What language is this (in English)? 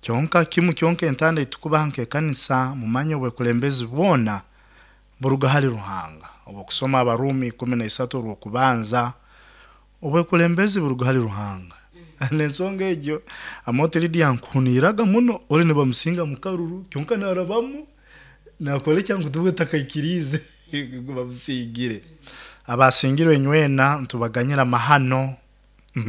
Nyoro